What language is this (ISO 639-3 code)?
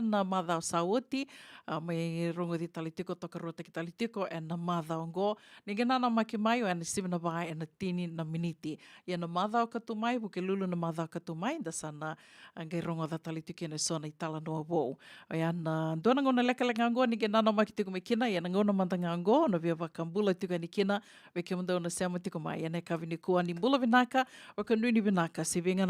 fij